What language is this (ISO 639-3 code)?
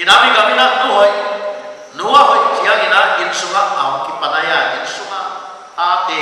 pck